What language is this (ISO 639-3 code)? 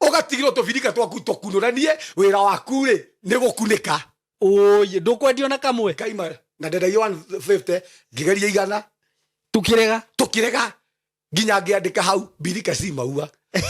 kik